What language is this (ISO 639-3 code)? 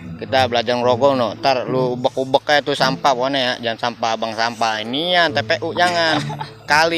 bew